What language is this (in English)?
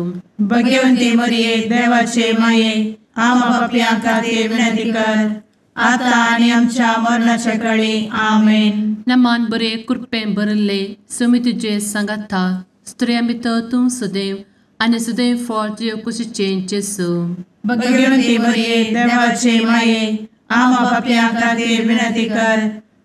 Konkani